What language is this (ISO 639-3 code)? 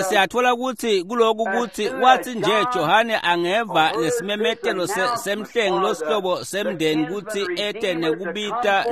ssw